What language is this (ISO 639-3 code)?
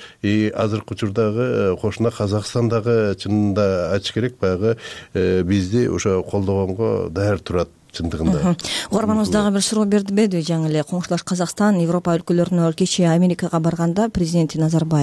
kir